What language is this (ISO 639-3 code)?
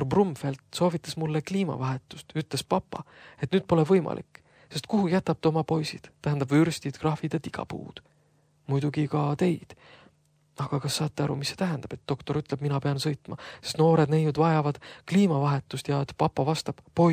est